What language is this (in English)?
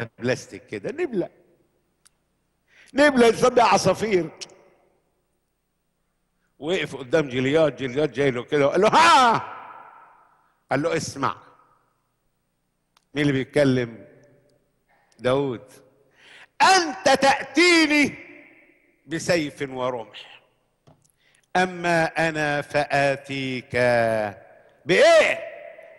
Egyptian Arabic